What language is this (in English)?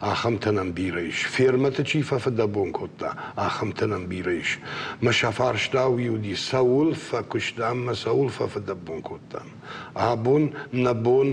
Ossetic